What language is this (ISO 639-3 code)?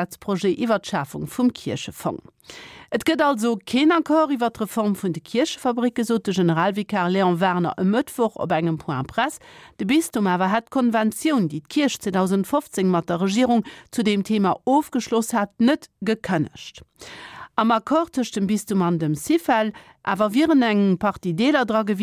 ltz